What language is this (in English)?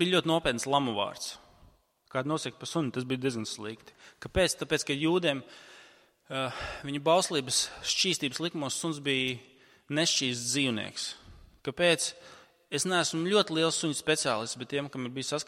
Latvian